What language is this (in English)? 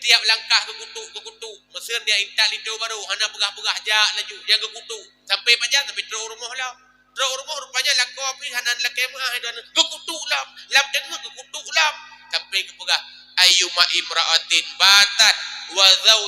Achinese